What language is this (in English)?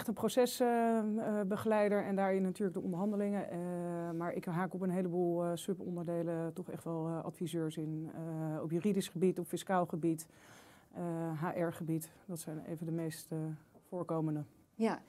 Dutch